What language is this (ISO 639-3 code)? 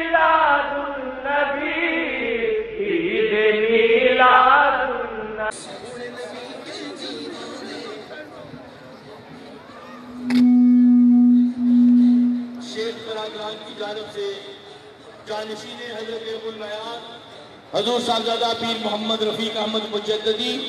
urd